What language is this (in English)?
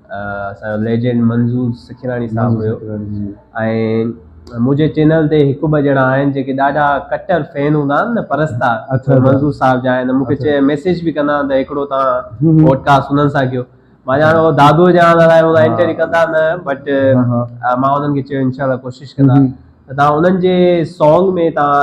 Sindhi